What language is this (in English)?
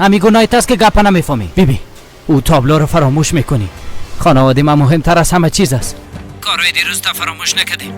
Persian